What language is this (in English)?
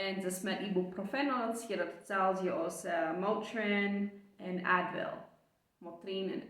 Plautdietsch